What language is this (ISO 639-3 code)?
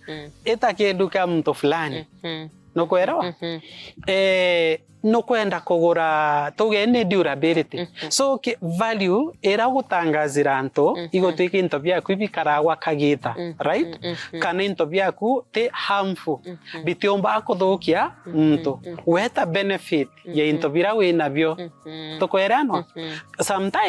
mer